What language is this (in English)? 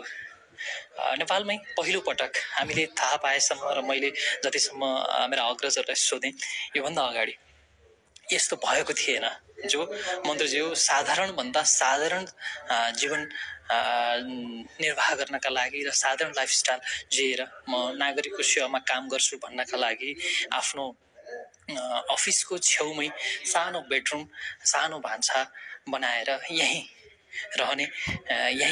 Nepali